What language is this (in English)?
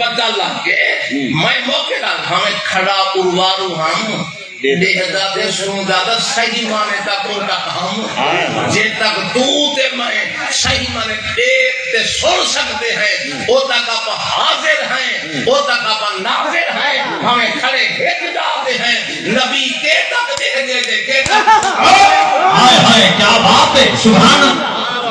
Saraiki